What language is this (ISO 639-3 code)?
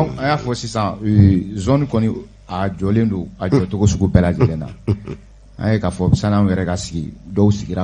bam